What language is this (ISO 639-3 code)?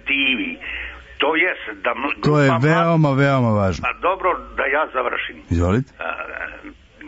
srp